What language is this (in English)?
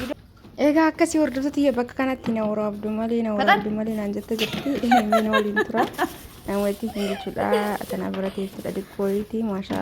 Oromo